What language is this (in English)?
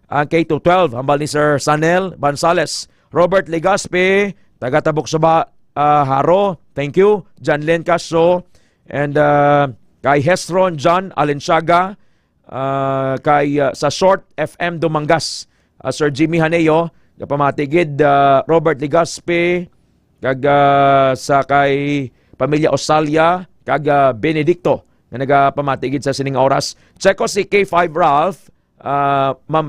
Hiligaynon